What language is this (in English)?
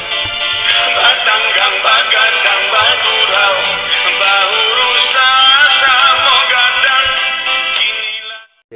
Minangkabau